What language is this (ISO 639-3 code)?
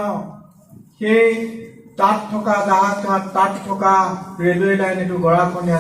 asm